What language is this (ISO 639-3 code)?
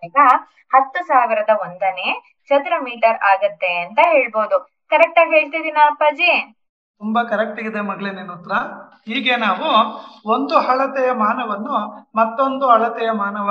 kan